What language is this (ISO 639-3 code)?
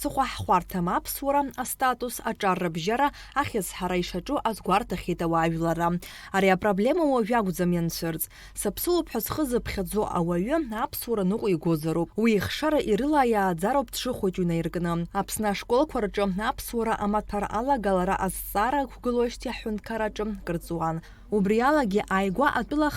abk